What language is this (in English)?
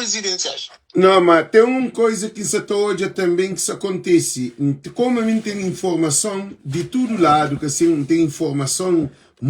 Kabuverdianu